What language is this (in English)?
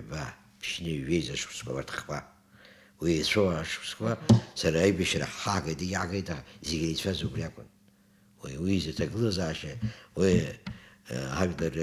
Abkhazian